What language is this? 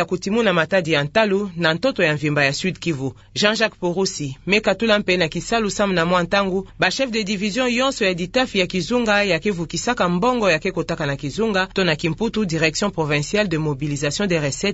Kituba (Democratic Republic of Congo)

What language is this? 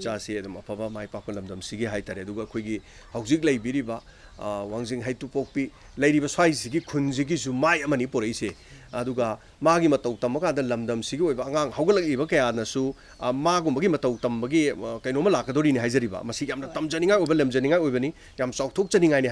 Manipuri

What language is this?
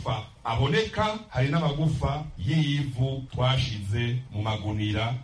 Kinyarwanda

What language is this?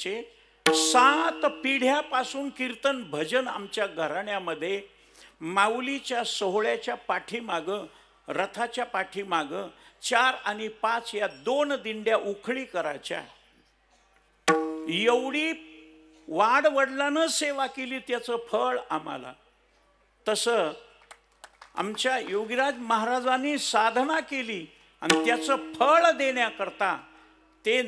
Marathi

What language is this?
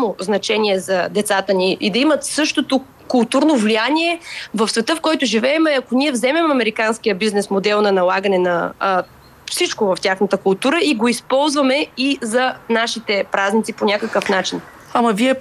Bulgarian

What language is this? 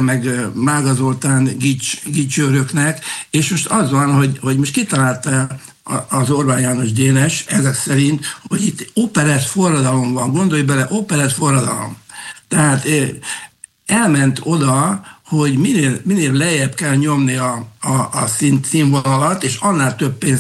Hungarian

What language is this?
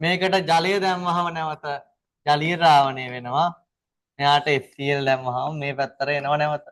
Sinhala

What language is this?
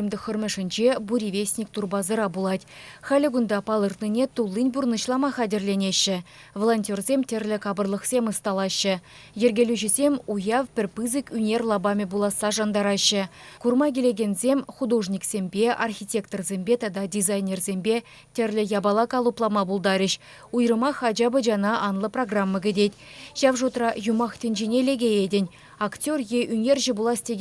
Chuvash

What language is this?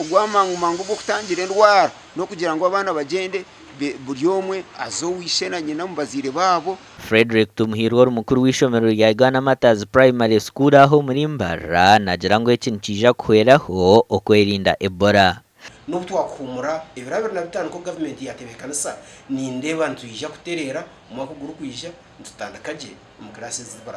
Nyankole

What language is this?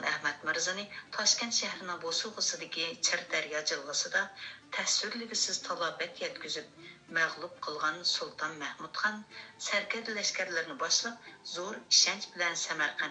Uyghur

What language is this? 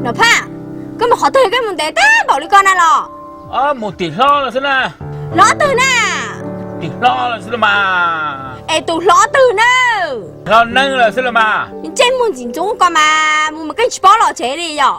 Hmong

